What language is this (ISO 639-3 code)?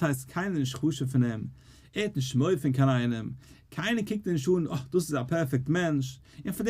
yid